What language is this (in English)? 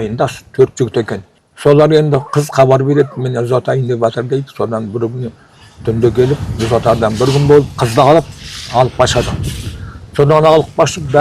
Kazakh